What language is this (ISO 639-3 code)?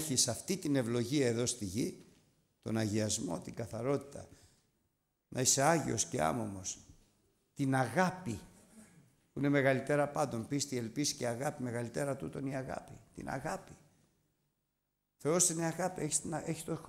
ell